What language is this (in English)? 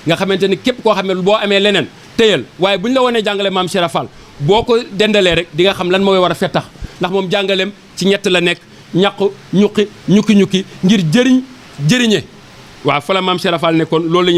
Wolof